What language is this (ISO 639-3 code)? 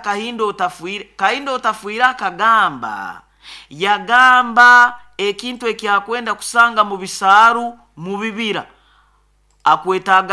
nyo